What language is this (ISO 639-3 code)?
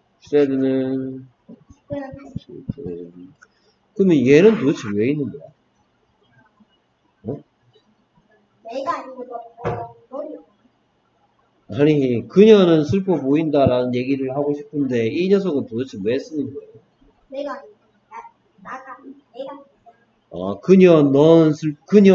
kor